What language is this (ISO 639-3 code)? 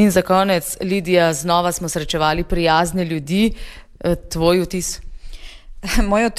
slv